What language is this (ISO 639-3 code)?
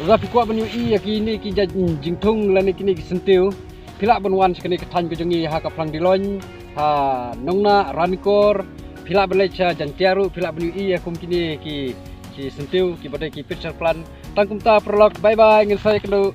kha